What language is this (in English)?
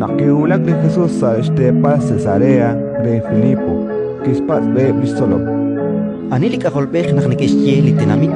Kekchí